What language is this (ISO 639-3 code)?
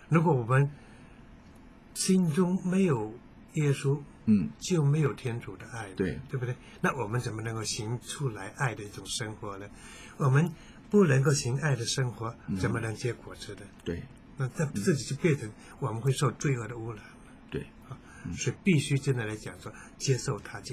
zho